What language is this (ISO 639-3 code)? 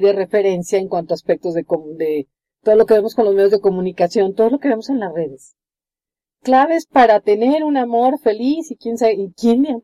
spa